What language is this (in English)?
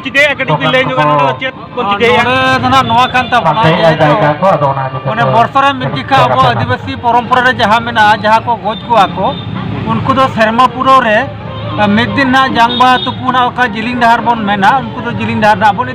Santali